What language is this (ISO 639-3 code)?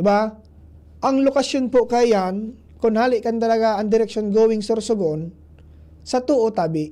bik